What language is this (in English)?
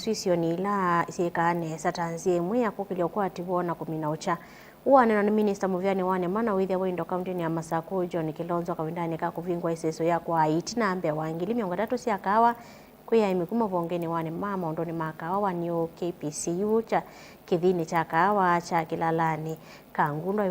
Kamba